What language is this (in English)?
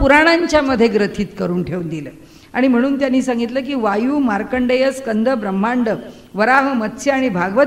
Marathi